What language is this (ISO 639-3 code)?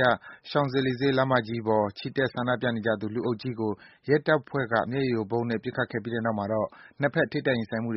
mya